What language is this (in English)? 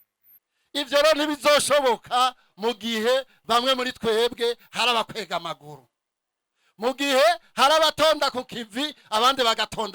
Rundi